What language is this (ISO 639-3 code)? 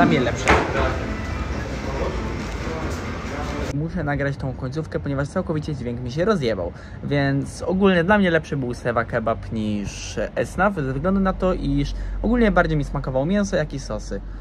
pol